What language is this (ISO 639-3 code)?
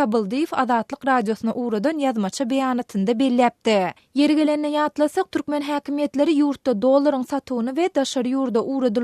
tuk